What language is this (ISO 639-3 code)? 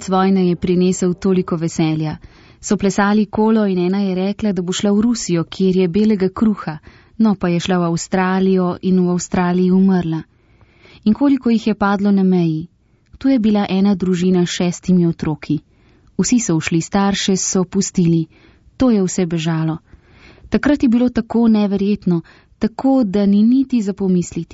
slv